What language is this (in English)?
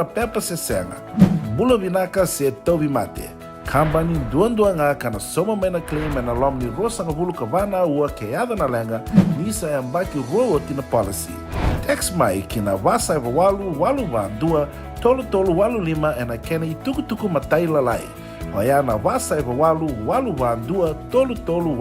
Fijian